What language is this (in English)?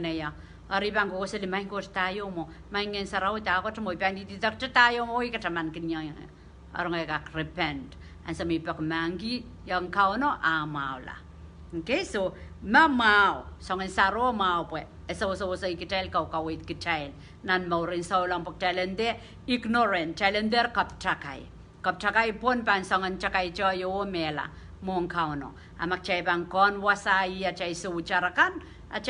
Pohnpeian